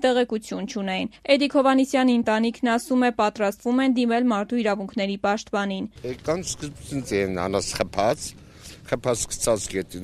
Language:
Armenian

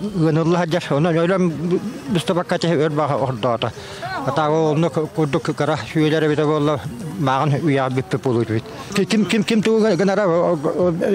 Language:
Yakut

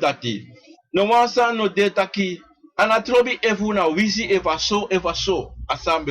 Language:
Sranan Tongo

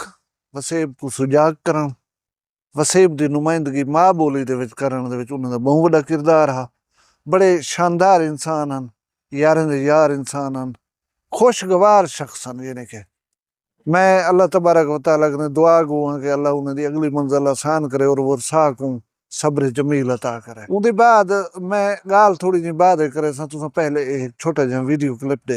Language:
Saraiki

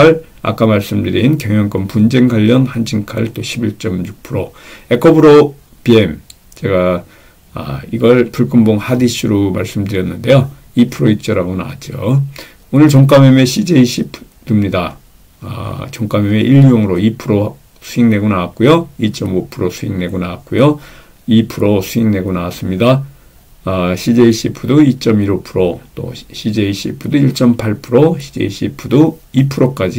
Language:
Korean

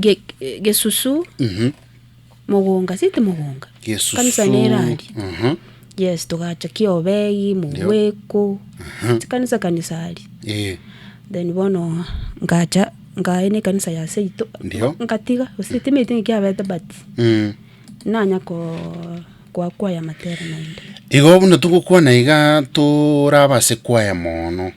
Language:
Gusii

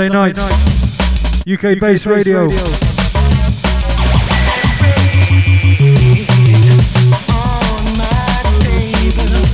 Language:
English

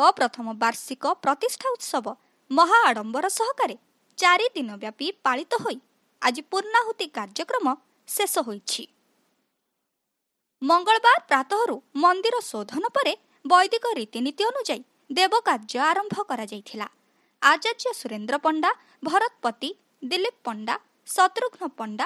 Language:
Odia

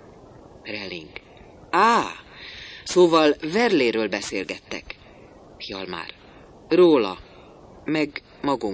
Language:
Hungarian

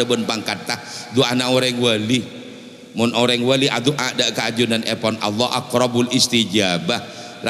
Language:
Madurese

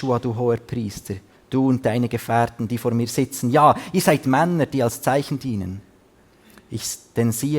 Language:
Swiss German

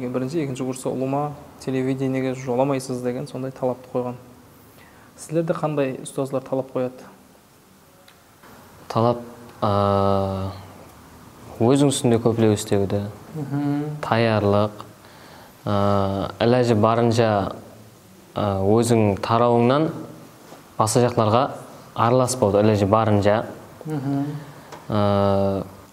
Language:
Kara-Kalpak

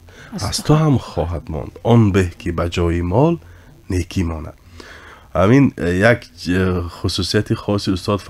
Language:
Tajik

